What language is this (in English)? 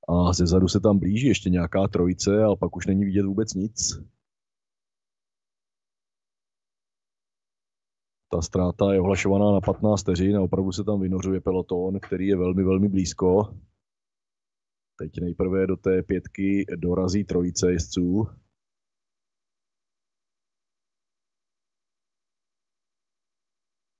Czech